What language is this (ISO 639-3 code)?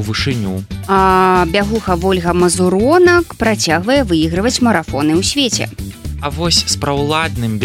bel